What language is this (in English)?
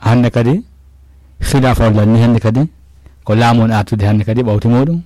Fula